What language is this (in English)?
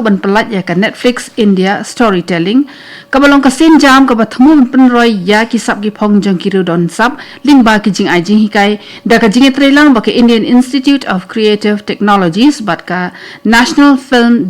Khasi